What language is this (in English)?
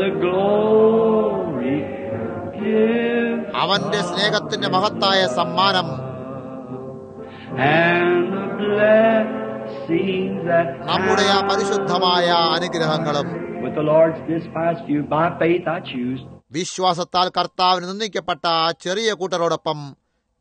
Malayalam